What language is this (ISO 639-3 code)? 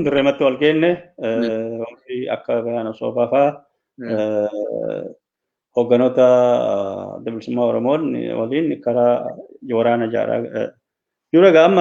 orm